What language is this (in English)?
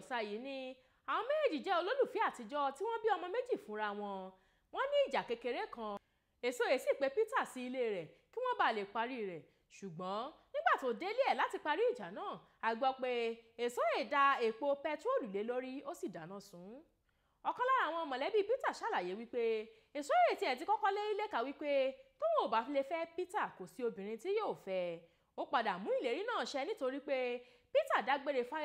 Yoruba